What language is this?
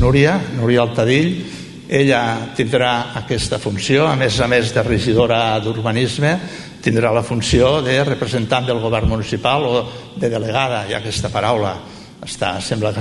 Catalan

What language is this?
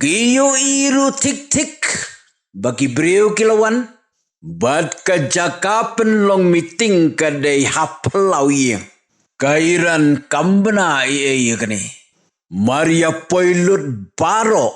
Khasi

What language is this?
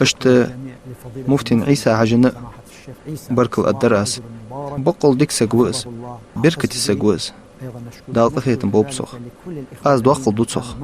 Ingush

